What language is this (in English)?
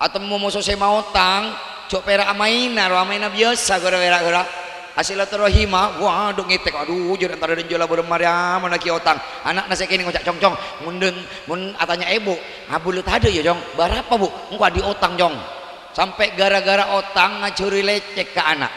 Madurese